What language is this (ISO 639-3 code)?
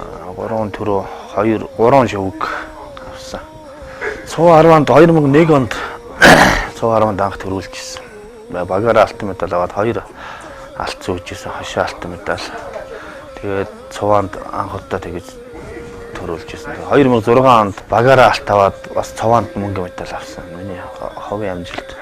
mon